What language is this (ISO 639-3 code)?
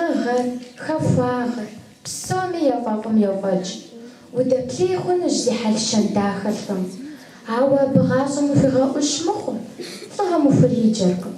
kbd